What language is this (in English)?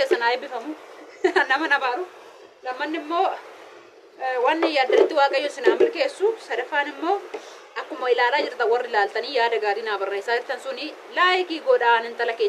Oromo